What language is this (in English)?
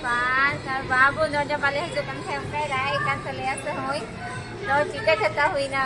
Santali